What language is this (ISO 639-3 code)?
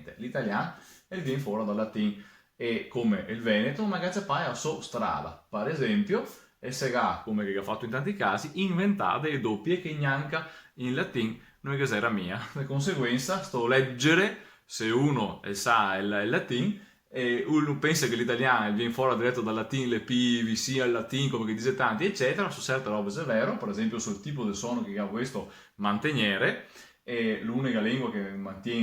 vec